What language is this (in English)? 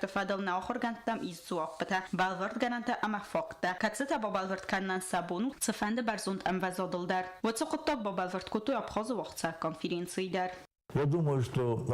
Ossetic